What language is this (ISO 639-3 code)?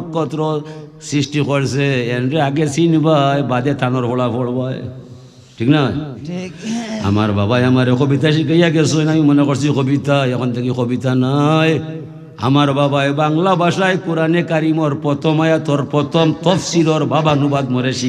syl